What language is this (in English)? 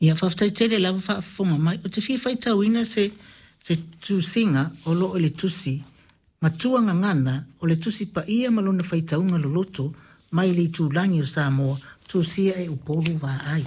Samoan